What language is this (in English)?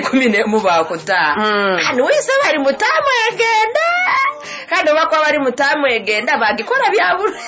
Nyoro